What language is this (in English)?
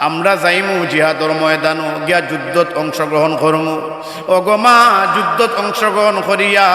Sylheti